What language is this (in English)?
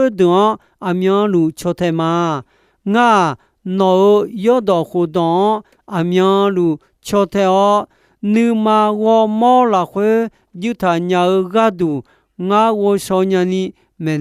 Akha